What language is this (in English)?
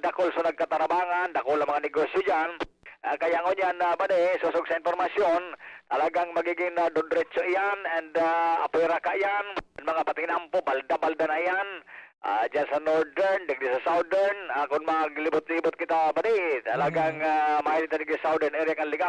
Bikol